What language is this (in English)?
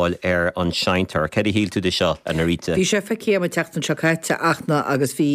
Irish